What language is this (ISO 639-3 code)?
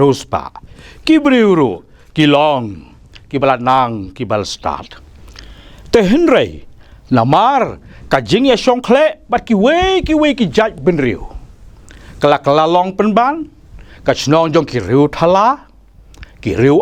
kha